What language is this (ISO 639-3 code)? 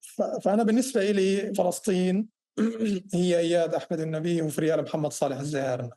apc